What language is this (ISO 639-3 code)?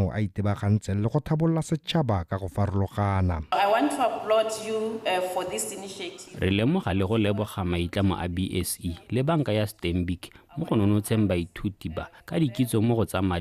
tsn